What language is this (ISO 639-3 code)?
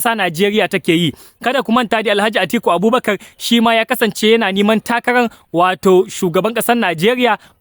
hau